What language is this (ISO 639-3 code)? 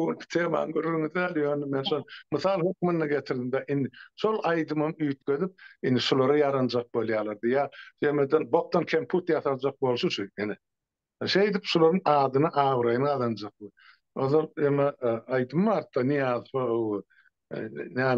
tuk